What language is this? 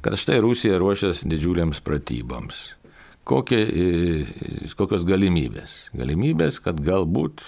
Lithuanian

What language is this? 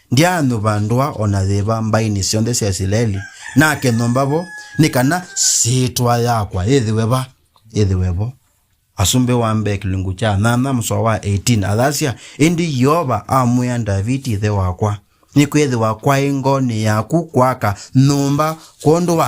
Kamba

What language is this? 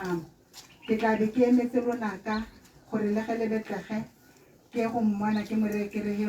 Tswana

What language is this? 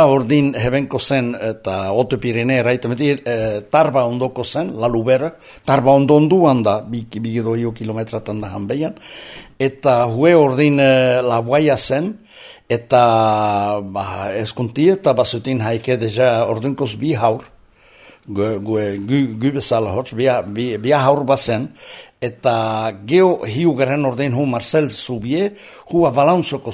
Basque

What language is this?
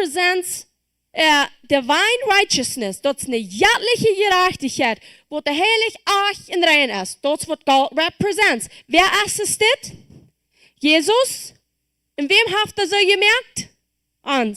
Plautdietsch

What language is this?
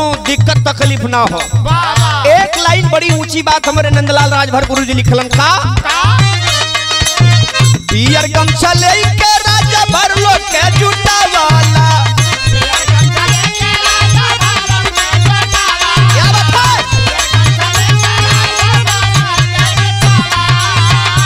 Bhojpuri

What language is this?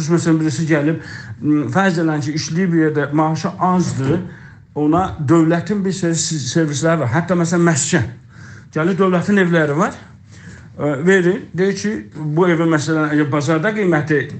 South Azerbaijani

